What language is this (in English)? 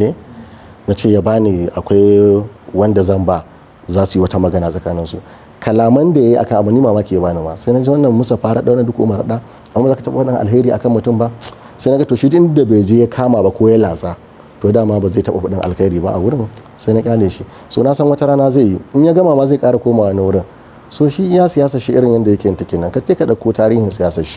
Hausa